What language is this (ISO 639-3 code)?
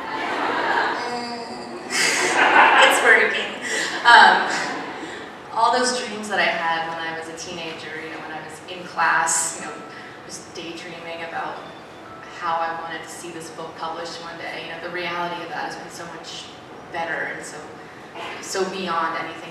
eng